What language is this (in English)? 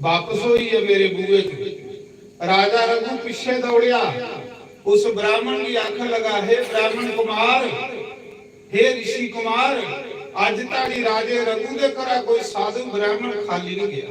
Dogri